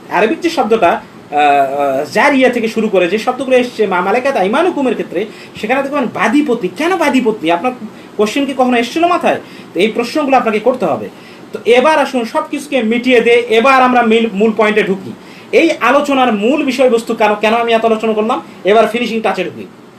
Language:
Bangla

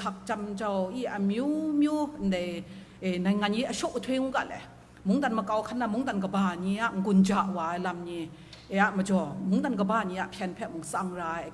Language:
Kachin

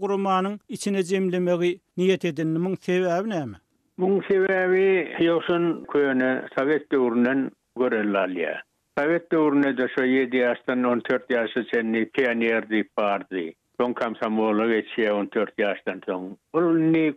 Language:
Turkmen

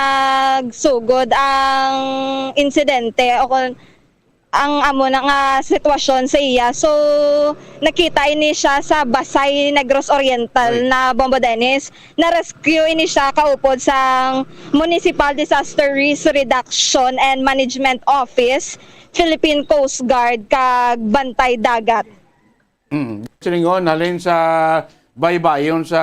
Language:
Hiligaynon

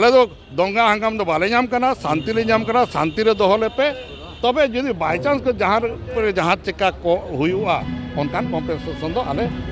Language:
Santali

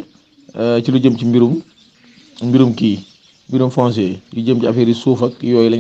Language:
Wolof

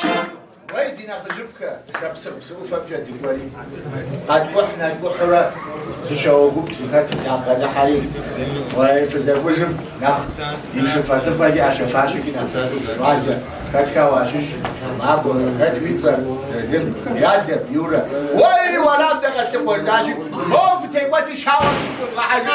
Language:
Kabardian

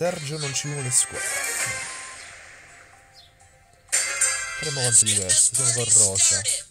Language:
Italian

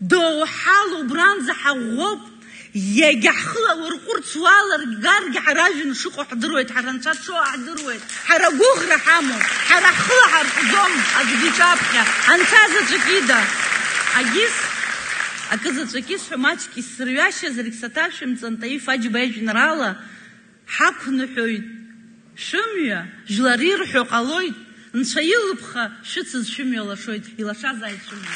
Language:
Abkhazian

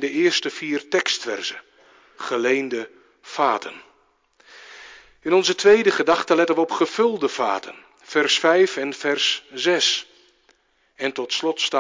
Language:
Dutch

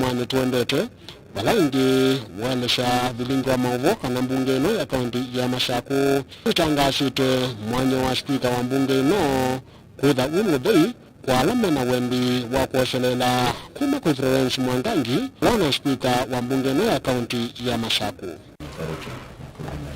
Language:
Kamba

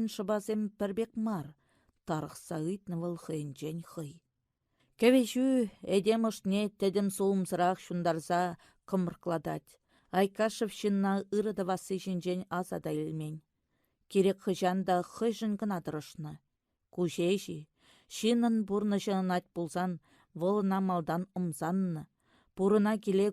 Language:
Chuvash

